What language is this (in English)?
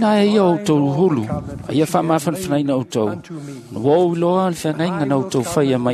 Samoan